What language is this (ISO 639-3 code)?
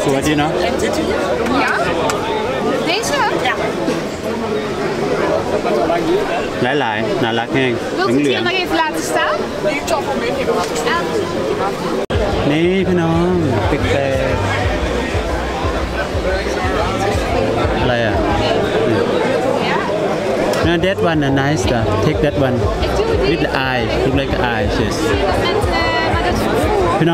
tha